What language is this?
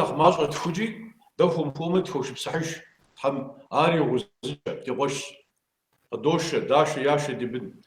Kabardian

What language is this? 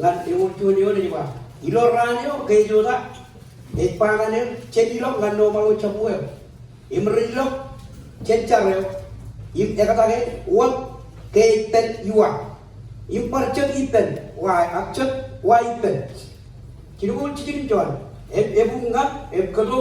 Marshallese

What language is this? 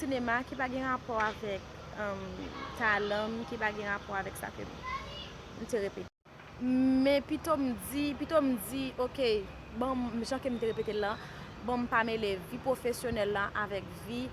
Haitian Creole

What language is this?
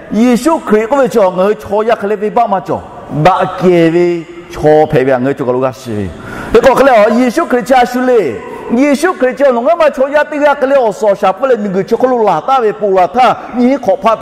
Lahu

